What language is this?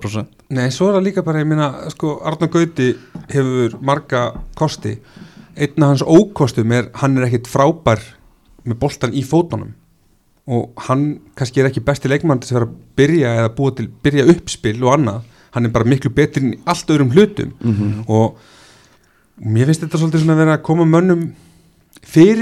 Icelandic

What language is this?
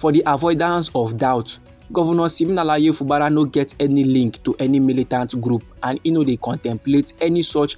Nigerian Pidgin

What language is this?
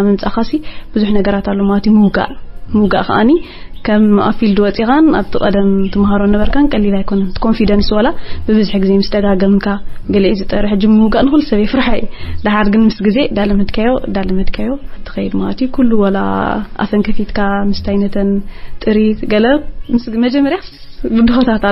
Tigrinya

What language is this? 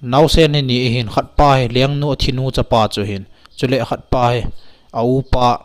Thado Chin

